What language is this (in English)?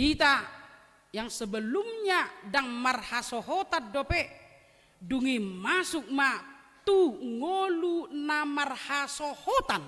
Batak Toba